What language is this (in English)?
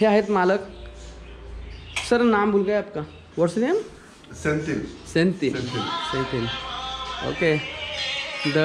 Marathi